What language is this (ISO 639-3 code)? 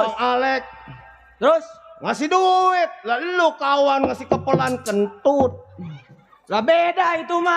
bew